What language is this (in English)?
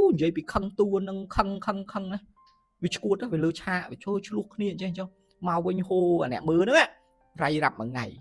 Khmer